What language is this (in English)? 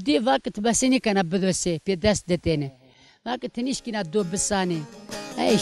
Zaza